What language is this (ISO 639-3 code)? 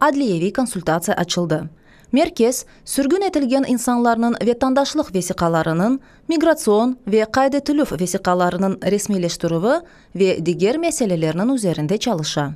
crh